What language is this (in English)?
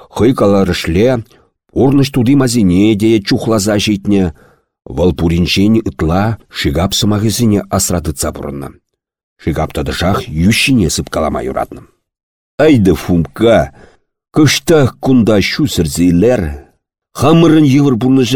Chuvash